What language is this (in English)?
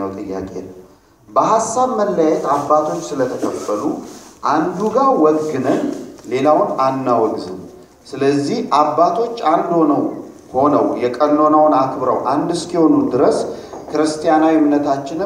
Amharic